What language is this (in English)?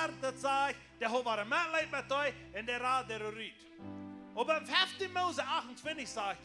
Plautdietsch